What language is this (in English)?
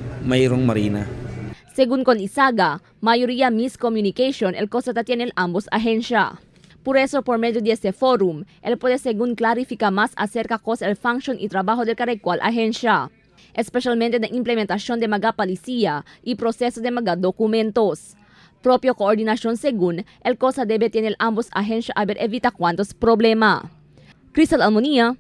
Chavacano